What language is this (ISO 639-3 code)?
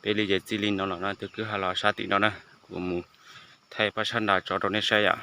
hmn